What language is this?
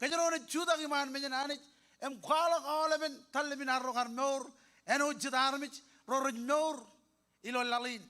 Marshallese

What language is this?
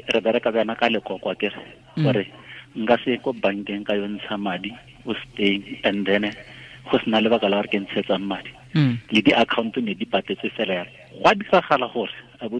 Tswana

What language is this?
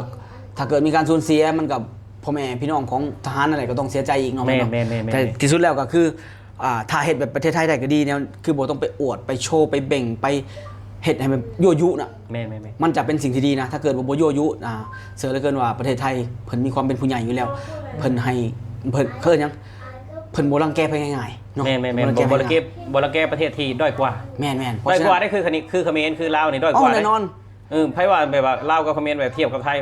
Lao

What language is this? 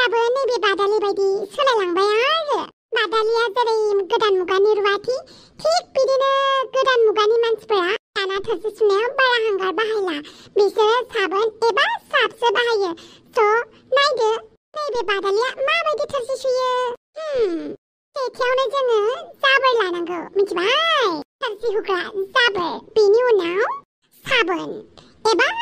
Bodo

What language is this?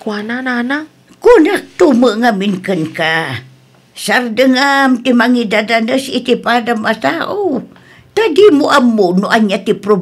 Iloko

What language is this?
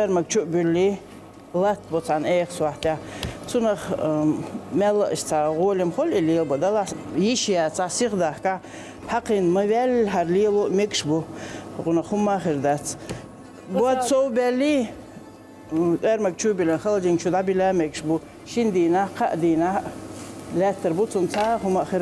Chechen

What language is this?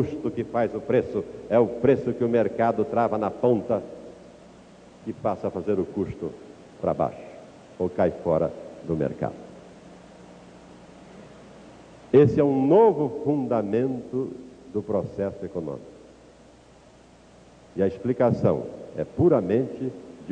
Portuguese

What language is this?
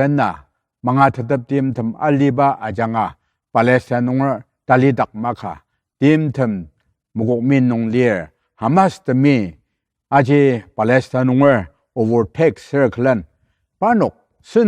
Ao Naga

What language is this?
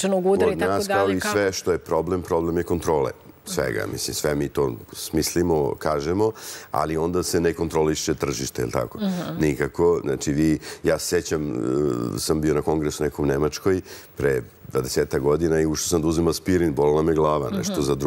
Serbian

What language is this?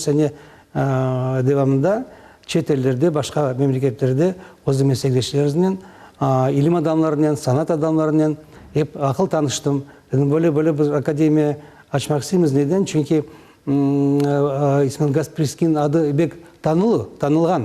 Crimean Tatar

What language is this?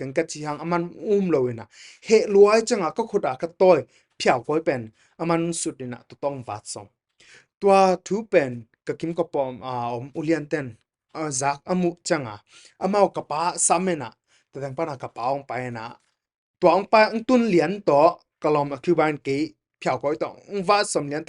Tedim Chin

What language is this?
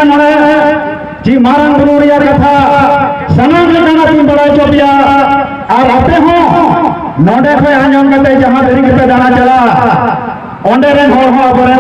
Santali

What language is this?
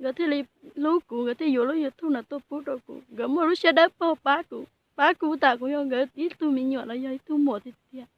Hmong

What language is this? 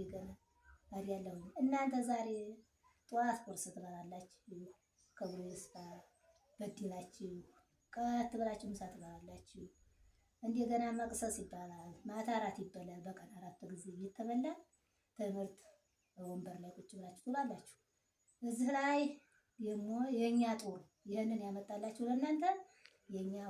Amharic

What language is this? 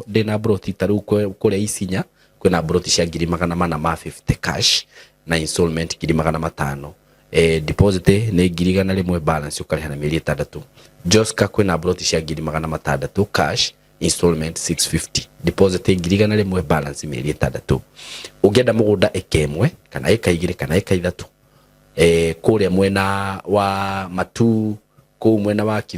Kikuyu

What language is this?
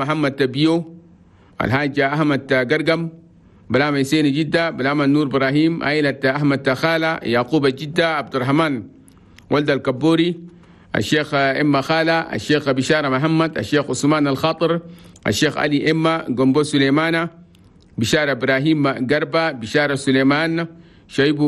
Chadian Arabic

